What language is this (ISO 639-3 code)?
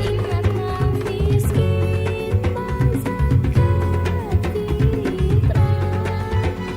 bjn